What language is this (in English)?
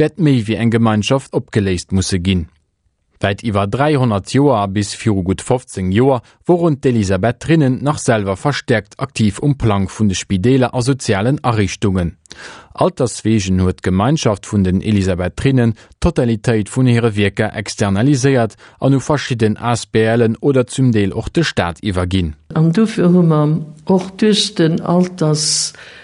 Luxembourgish